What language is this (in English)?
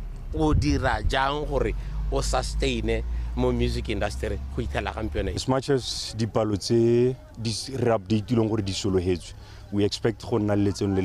Tswana